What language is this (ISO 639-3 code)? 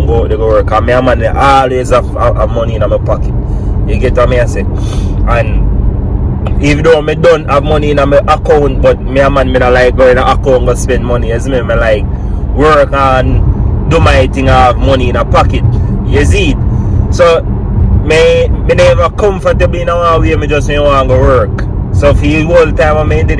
jam